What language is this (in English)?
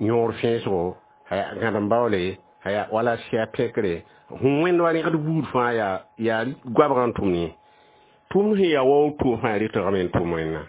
Mossi